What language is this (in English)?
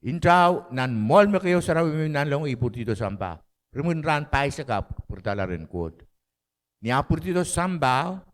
Pohnpeian